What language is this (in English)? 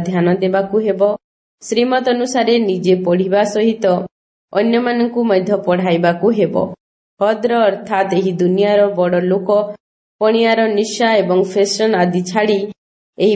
Odia